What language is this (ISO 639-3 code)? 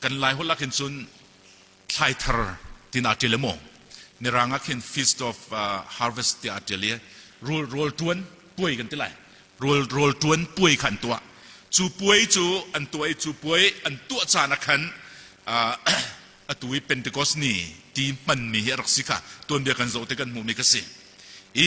cnh